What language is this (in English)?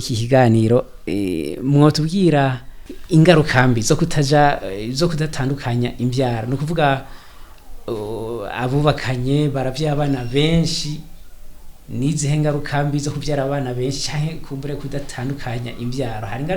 Rundi